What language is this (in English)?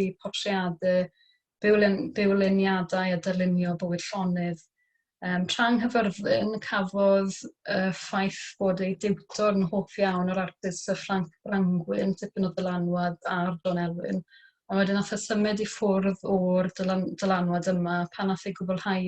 Welsh